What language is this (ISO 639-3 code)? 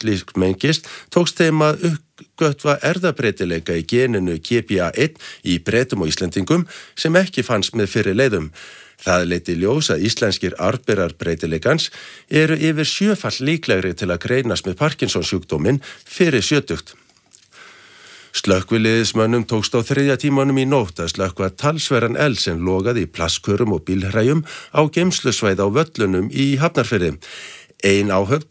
isl